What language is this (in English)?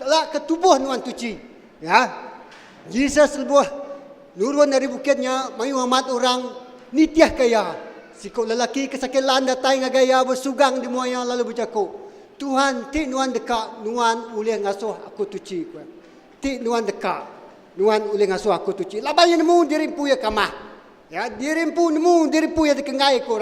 Iban